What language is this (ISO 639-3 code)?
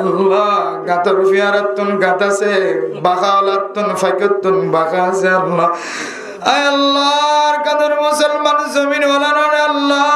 rhg